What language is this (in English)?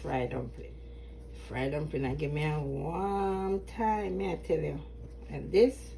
Jamaican Creole English